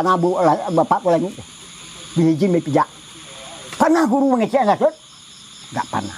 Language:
Minangkabau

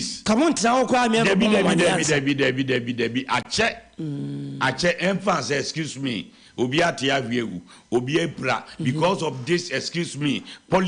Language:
Akan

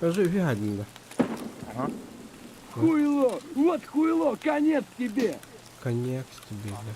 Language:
Yakut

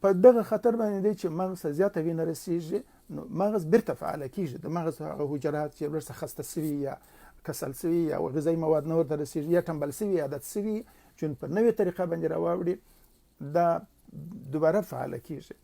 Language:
Pashto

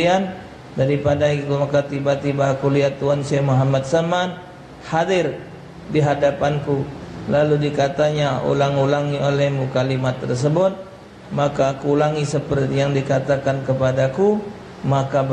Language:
Musi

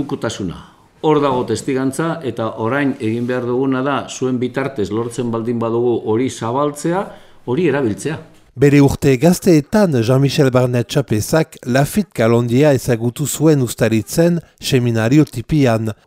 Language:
Basque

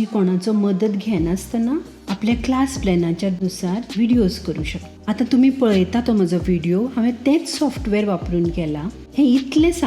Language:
Konkani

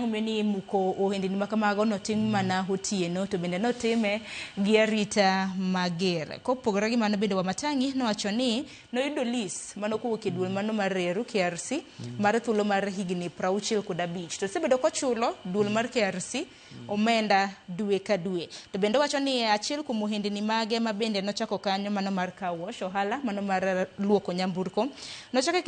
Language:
Luo (Kenya and Tanzania)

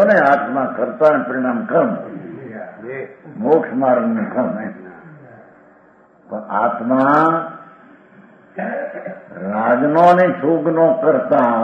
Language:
Gujarati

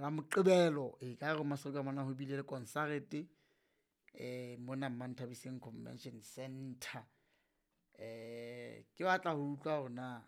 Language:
Southern Sotho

